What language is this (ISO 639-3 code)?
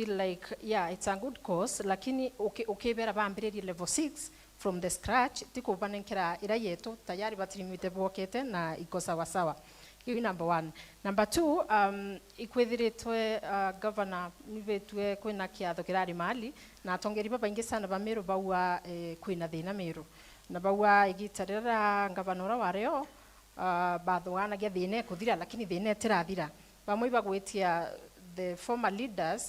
mer